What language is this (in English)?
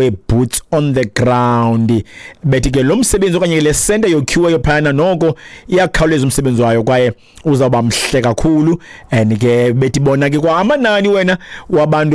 Xhosa